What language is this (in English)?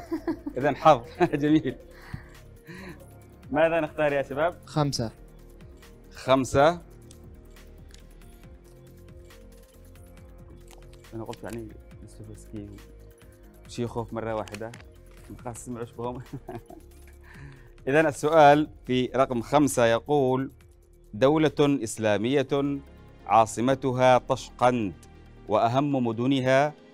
Arabic